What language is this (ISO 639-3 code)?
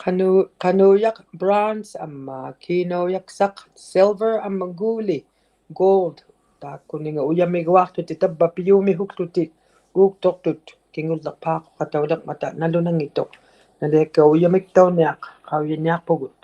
iku